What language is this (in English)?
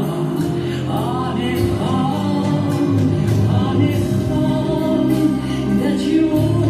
Crimean Tatar